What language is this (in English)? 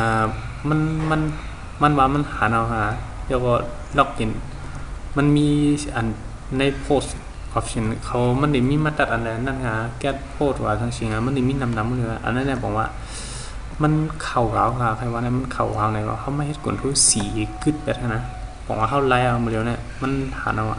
Shan